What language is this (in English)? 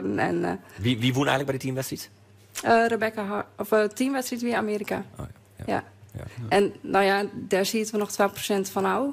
Western Frisian